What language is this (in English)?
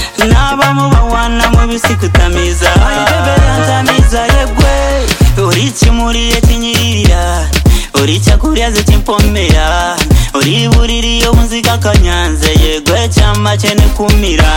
Kinyarwanda